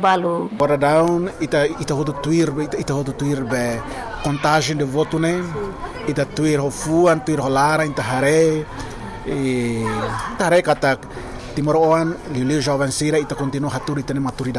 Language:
Tetum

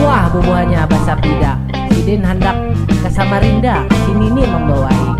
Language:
Banjar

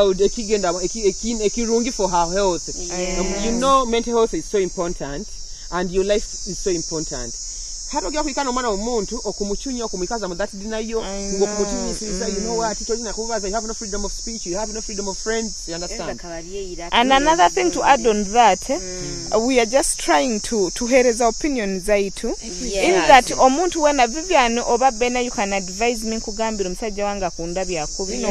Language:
Nyoro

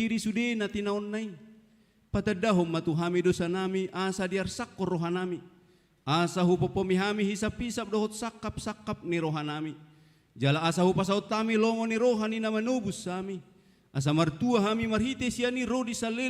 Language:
Batak Toba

